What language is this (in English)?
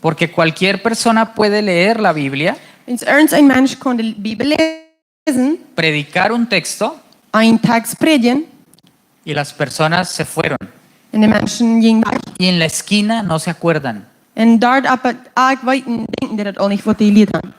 Plautdietsch